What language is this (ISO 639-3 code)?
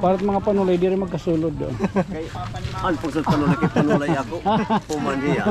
war